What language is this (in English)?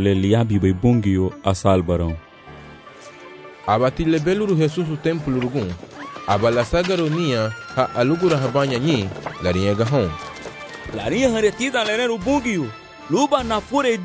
Garifuna